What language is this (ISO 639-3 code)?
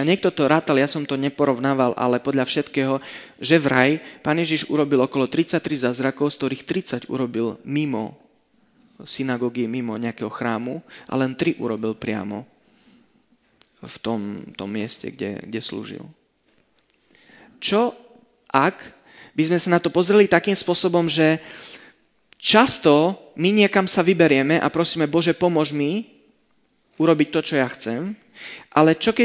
slk